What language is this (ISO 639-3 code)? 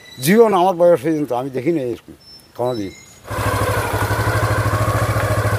ben